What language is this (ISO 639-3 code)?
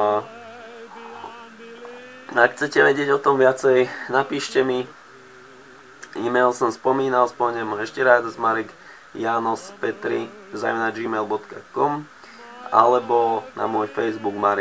slk